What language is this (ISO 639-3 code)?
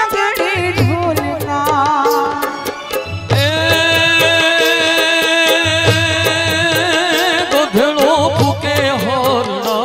guj